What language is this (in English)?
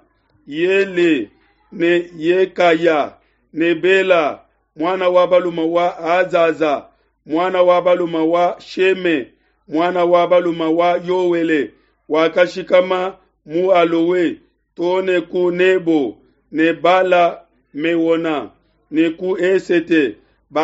Luba-Lulua